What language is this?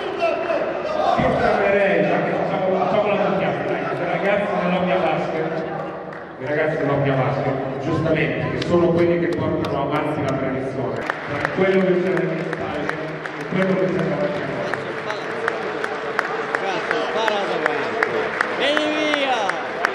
Italian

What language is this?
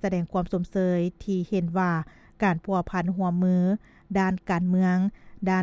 Lao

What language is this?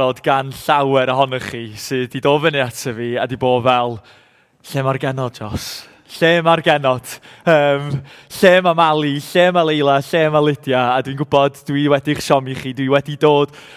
Welsh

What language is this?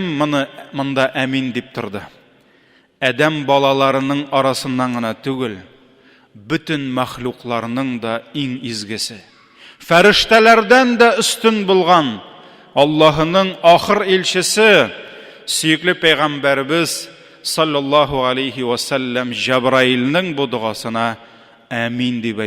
Tatar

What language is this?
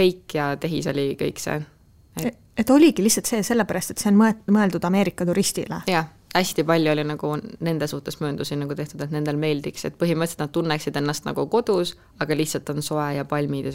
Estonian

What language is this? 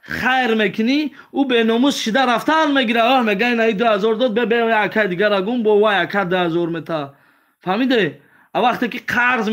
Tajik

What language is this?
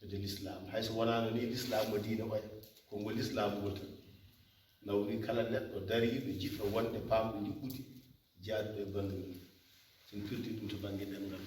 Fula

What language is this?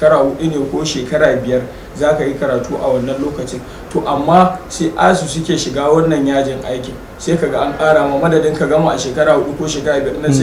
Hausa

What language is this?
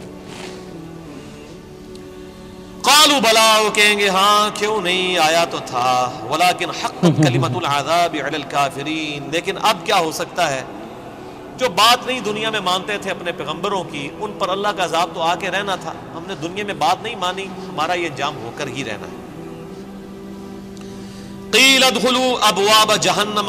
Urdu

